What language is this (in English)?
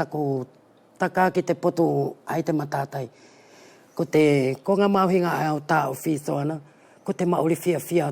Wallisian